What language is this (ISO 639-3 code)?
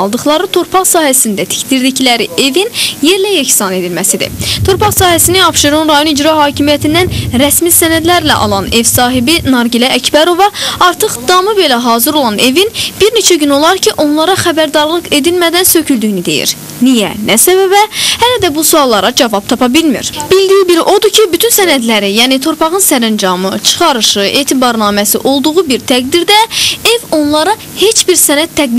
aze